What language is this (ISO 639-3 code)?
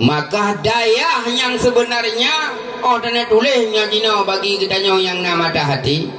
ace